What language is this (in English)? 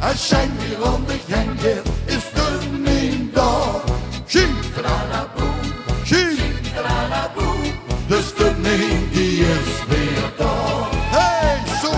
Limburgish